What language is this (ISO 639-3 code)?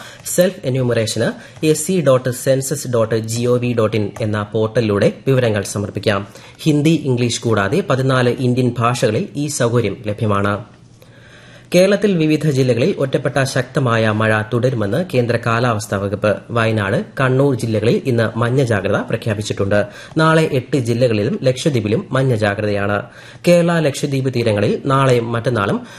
mal